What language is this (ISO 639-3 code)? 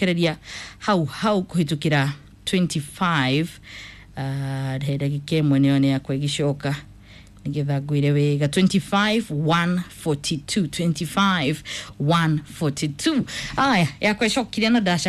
kik